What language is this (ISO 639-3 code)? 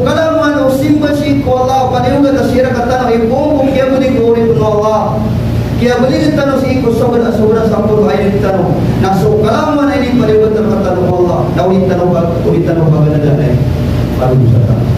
mrw